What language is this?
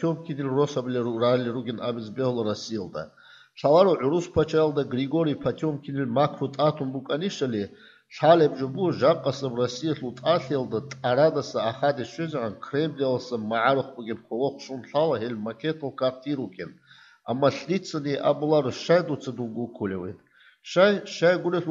Avaric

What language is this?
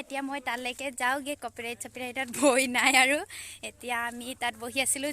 Assamese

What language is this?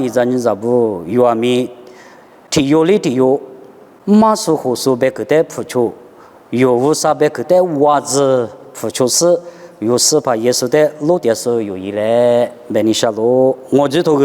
Lisu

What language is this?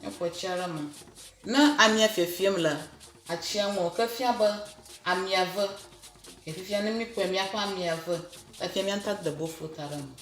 Ewe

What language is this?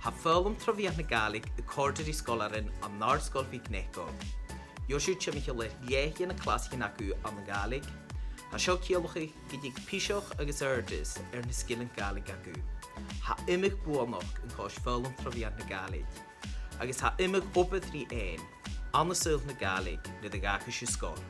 Scottish Gaelic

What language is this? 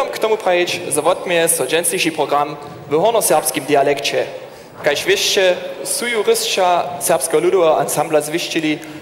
Upper Sorbian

